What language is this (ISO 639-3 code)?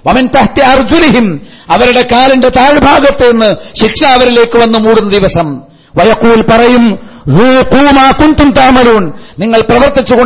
mal